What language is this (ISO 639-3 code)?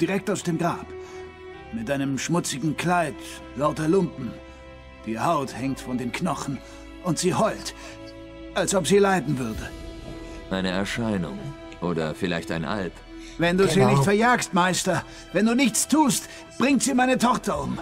gsw